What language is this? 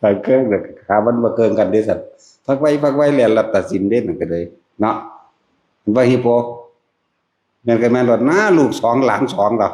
Northeastern Thai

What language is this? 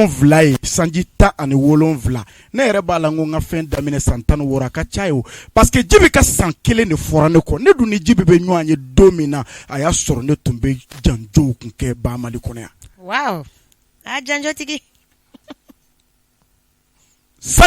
Bambara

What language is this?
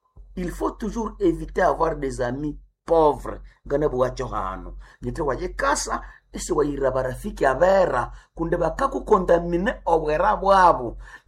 Nande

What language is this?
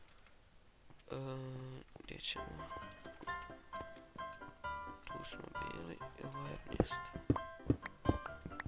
Croatian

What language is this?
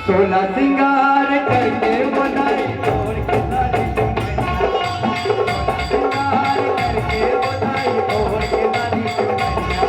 Chhattisgarhi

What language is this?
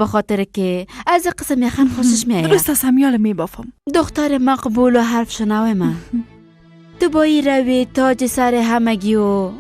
Persian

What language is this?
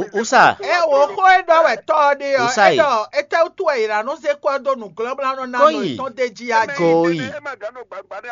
Fon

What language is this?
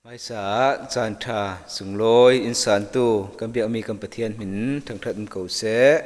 Falam Chin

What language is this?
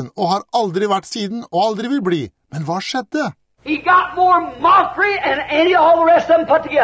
Norwegian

